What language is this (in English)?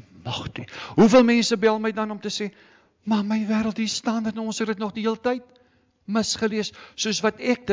Afrikaans